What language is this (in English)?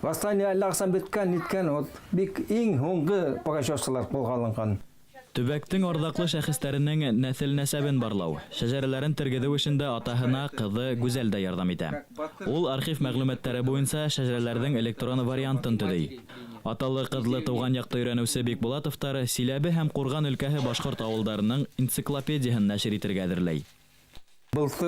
Bashkir